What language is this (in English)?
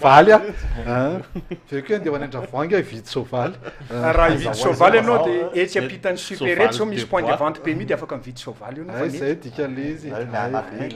Malagasy